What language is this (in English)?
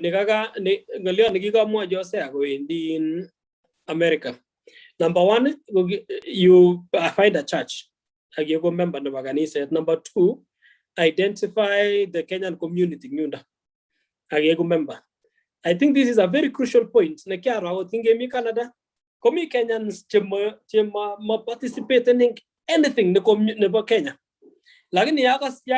Kalenjin